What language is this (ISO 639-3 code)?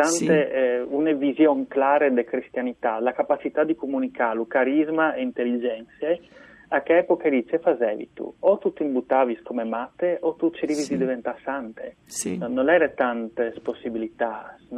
fur